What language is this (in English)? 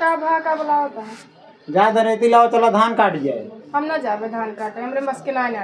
Awadhi